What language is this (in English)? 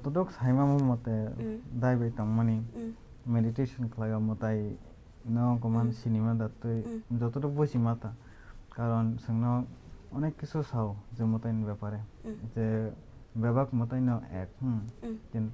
Kok Borok